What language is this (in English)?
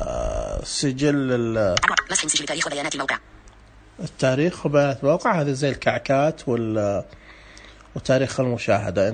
Najdi Arabic